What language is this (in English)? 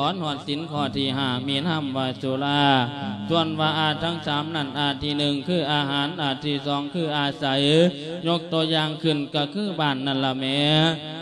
Lao